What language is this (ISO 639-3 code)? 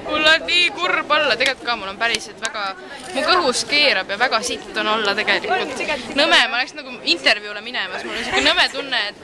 est